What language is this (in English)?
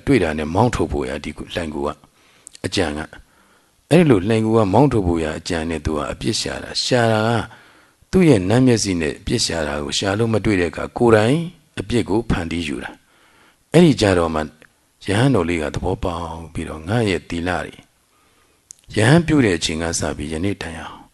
Burmese